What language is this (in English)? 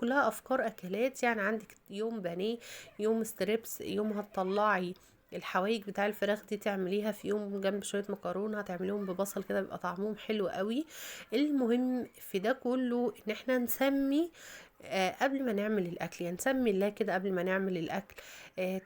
Egyptian Arabic